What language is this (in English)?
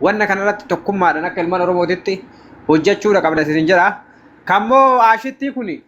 Oromo